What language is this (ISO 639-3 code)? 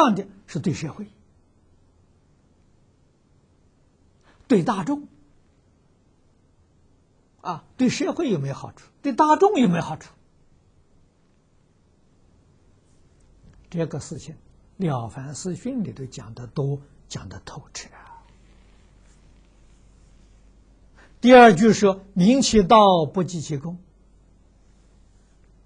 zho